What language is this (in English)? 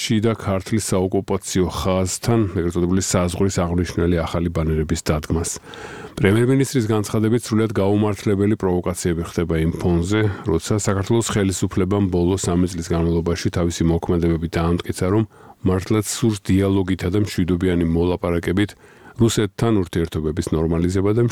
Georgian